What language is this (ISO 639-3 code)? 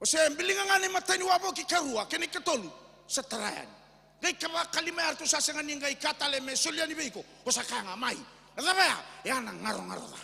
fij